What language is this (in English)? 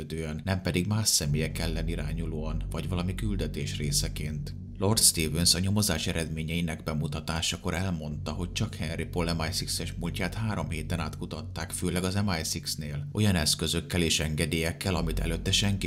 Hungarian